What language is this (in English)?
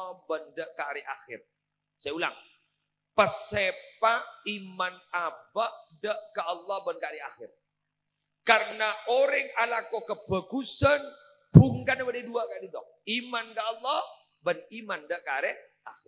Madurese